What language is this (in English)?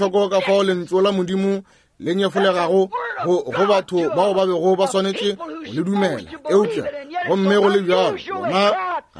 Northern Sotho